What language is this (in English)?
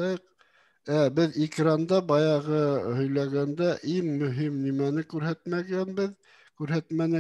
Bashkir